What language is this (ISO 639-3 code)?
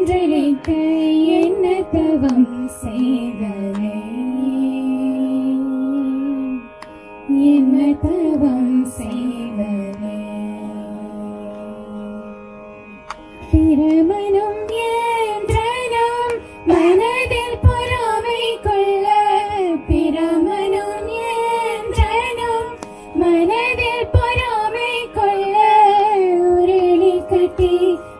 tam